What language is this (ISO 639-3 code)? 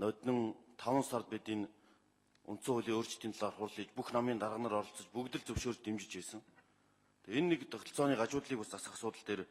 mon